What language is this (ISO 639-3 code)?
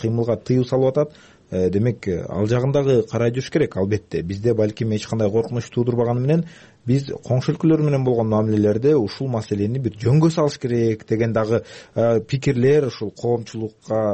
kir